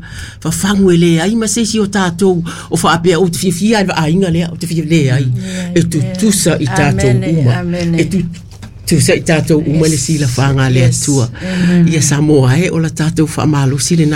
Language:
Samoan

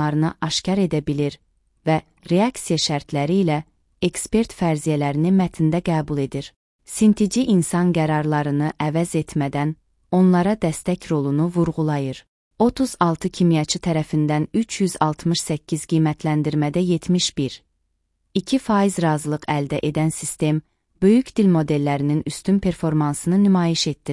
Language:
Azerbaijani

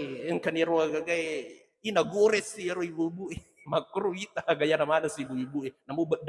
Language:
Buginese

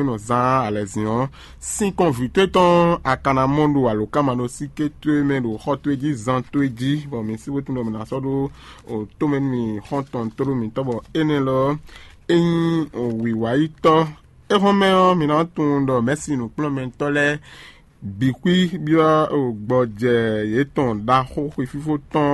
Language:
Fon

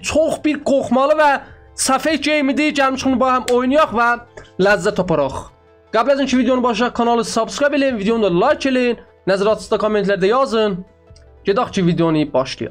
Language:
South Azerbaijani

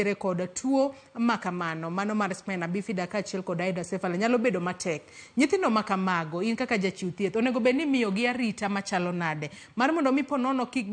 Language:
Luo (Kenya and Tanzania)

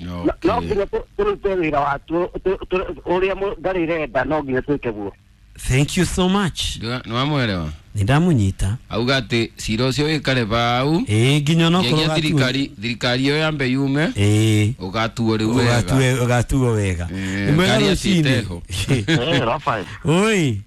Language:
Kikuyu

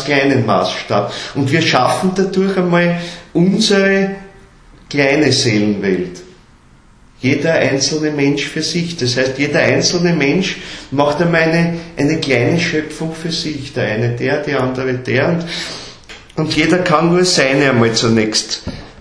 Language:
German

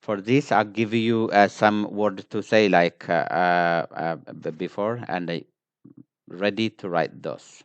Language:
English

